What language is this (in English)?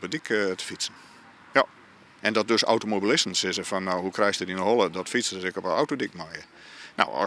Western Frisian